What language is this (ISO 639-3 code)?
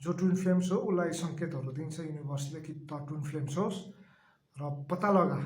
nep